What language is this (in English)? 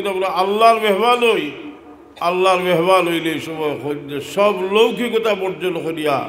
Sylheti